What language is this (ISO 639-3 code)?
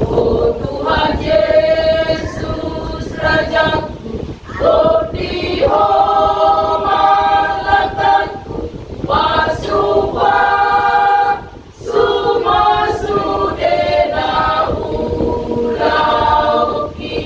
bbc